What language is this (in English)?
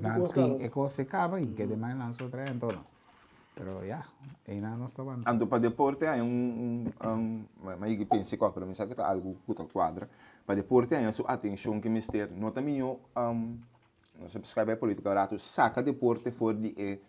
Papiamento